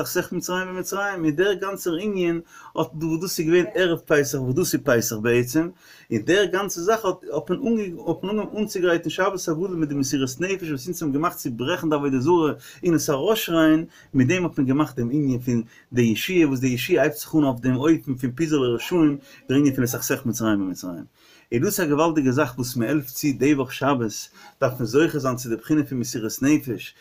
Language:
Yiddish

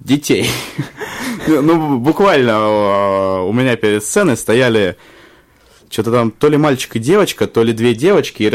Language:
Russian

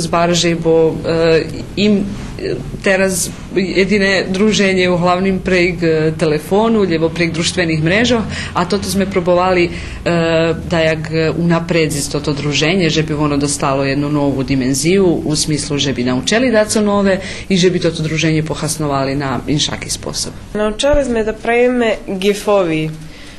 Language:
Rusyn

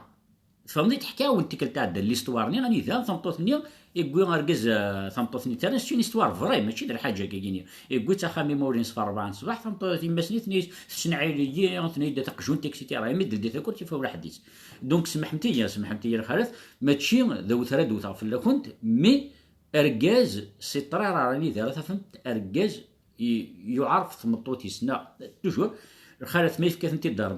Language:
Kabyle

